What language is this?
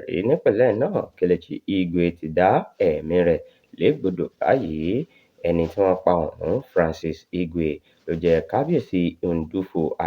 Yoruba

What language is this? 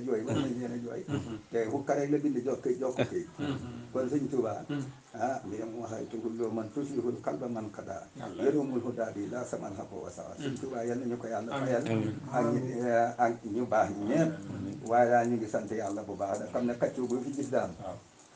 Wolof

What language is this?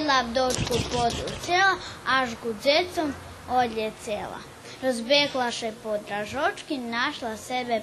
Rusyn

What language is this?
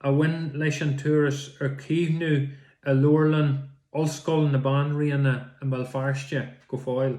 Irish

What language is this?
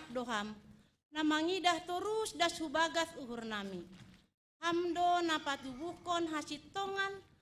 Batak Simalungun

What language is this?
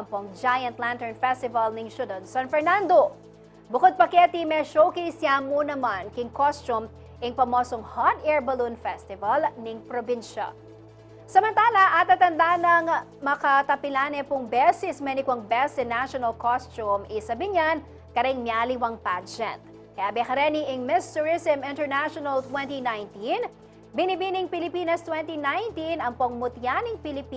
Pampanga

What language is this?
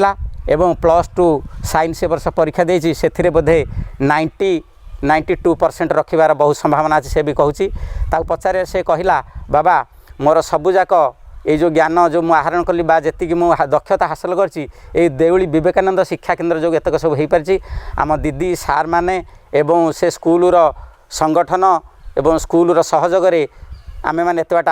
Odia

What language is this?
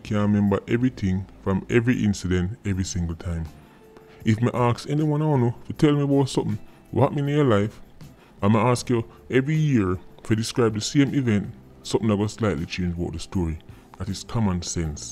Jamaican Creole English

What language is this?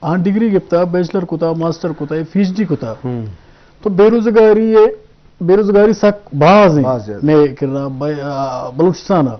Eastern Balochi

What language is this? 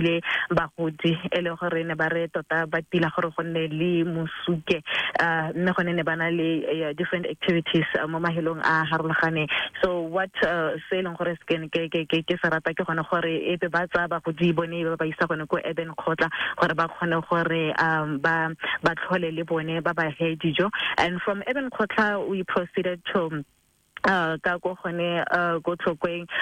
Tswana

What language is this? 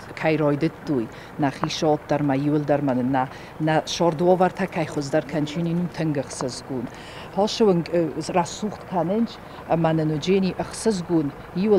Ossetic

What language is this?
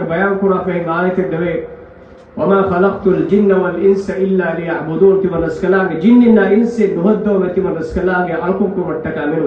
Divehi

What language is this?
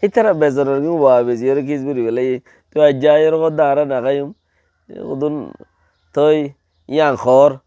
Rohingya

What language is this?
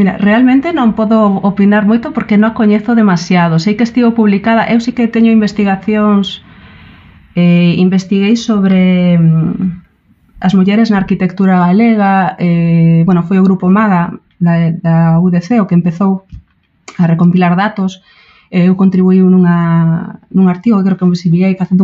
Galician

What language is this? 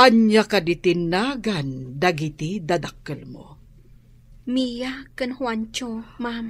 Iloko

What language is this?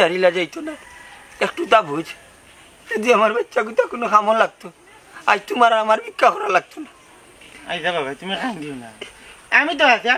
Sylheti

